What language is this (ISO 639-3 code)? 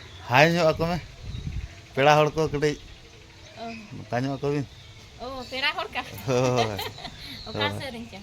sat